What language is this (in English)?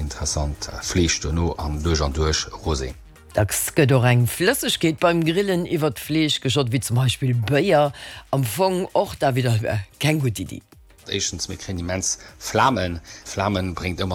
Luxembourgish